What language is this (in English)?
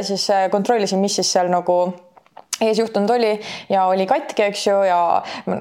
Estonian